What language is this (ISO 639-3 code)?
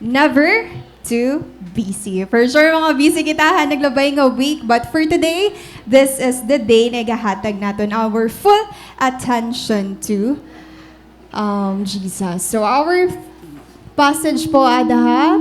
war